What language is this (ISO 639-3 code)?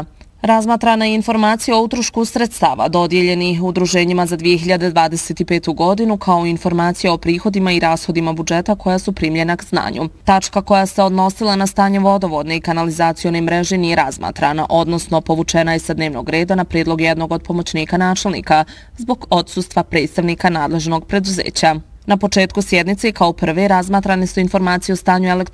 bos